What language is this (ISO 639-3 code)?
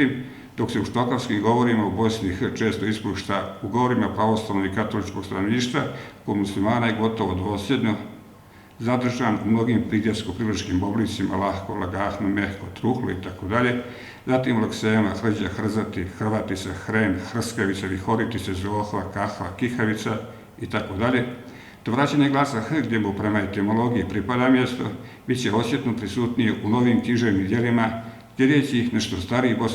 bos